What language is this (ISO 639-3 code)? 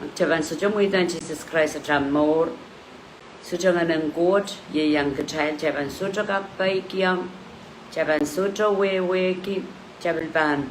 pon